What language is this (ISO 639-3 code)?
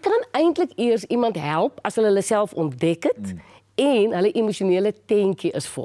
afr